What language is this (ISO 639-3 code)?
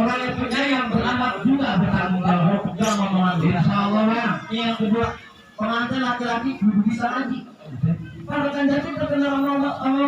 bew